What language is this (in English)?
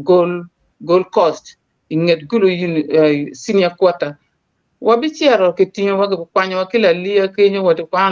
Acoli